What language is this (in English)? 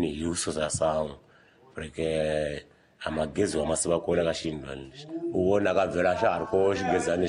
Tsonga